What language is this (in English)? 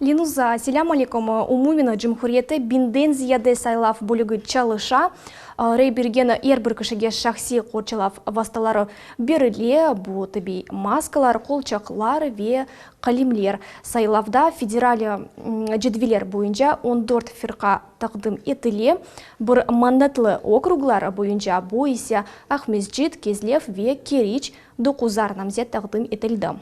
Crimean Tatar